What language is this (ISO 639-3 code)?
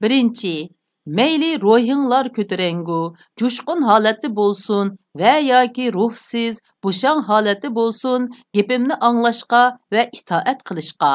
uig